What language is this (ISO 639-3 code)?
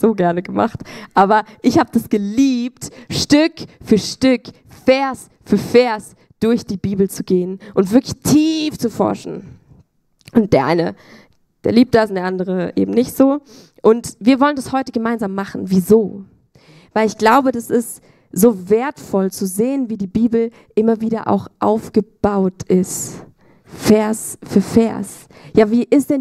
gsw